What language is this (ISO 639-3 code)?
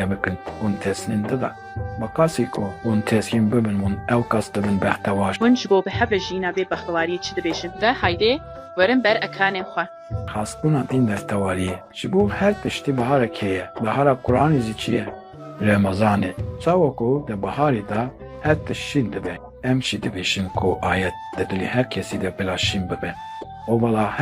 kur